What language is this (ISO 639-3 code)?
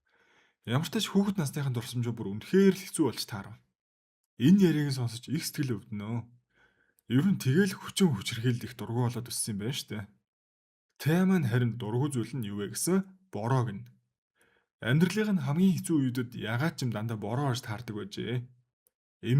mon